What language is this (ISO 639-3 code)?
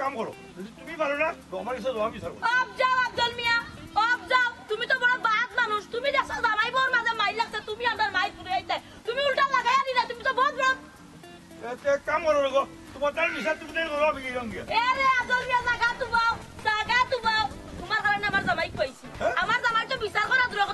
syl